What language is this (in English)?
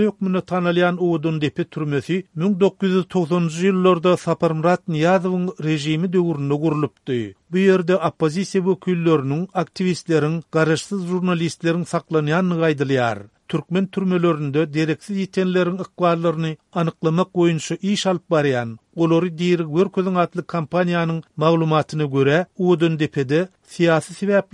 Turkmen